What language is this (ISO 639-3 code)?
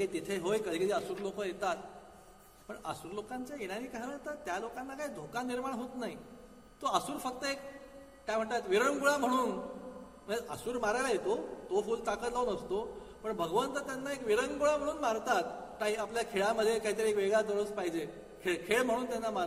mar